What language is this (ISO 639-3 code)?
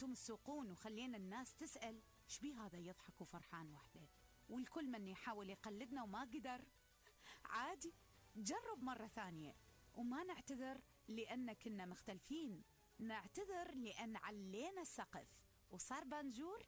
acm